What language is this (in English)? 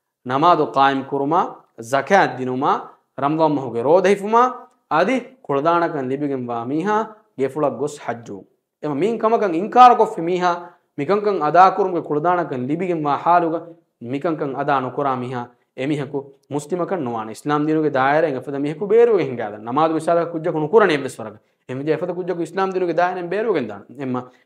Divehi